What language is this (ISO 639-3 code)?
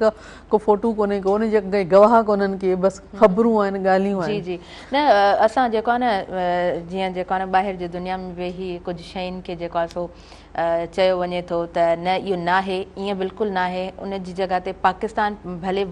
snd